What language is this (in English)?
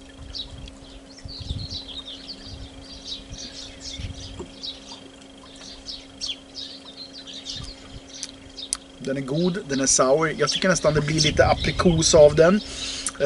Swedish